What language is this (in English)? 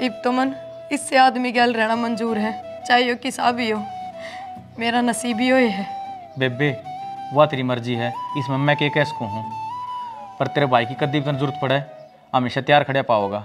Haryanvi